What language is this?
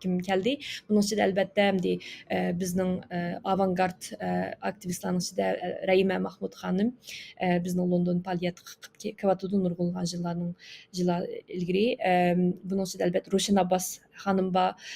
Uyghur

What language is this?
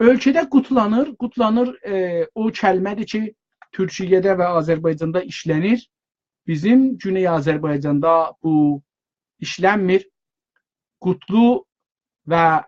South Azerbaijani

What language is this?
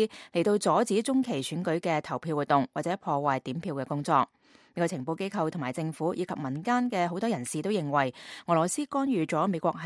Cantonese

